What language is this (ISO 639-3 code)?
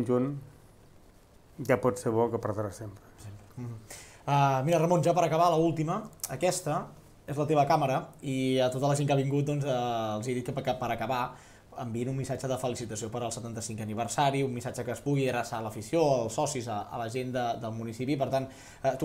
cat